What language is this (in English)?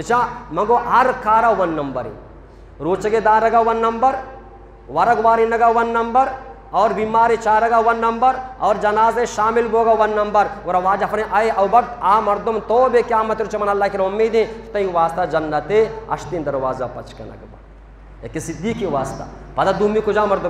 Eastern Balochi